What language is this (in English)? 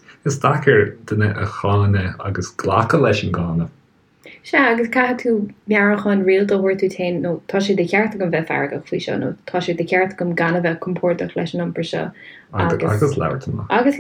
Irish